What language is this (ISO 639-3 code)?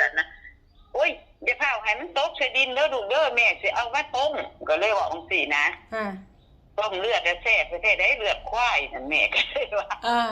tts